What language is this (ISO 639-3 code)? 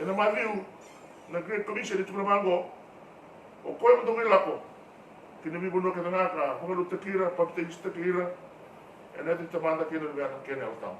fij